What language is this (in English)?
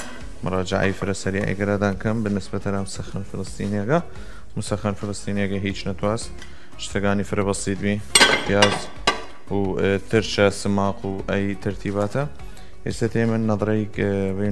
Southern Kurdish